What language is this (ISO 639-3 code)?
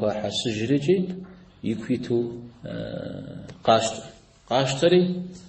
kbd